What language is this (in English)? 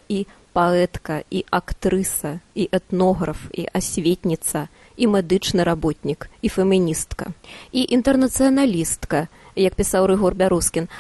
Belarusian